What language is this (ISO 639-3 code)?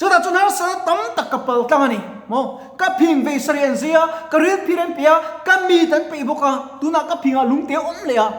lus